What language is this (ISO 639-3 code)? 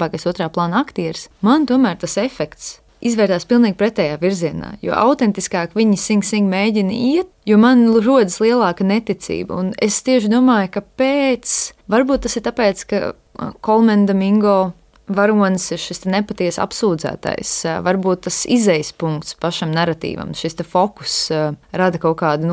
lav